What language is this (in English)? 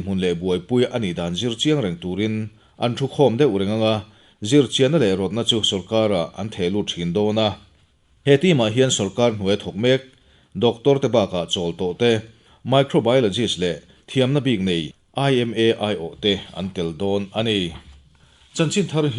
Mizo